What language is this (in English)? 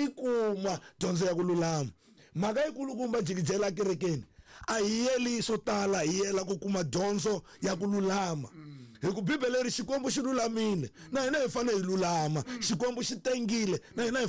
Tsonga